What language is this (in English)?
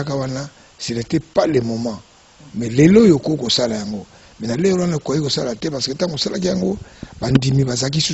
Lingala